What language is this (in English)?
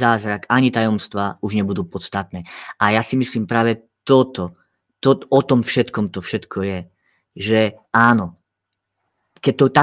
Slovak